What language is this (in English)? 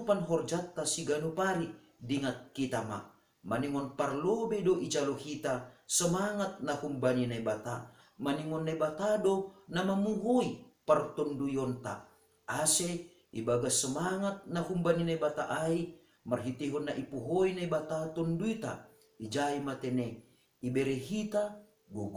Batak Simalungun